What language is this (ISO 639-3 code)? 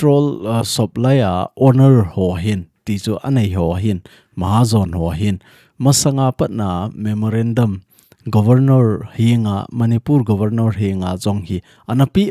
tcz